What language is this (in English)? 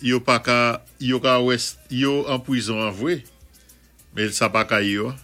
Saint Lucian Creole French